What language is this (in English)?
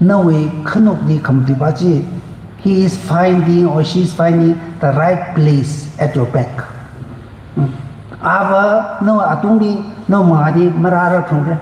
Tangkhul Naga (India)